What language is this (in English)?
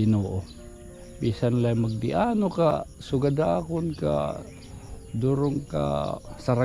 Waray